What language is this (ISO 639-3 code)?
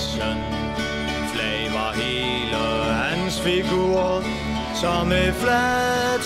dan